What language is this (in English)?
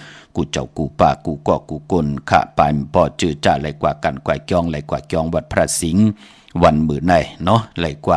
Shan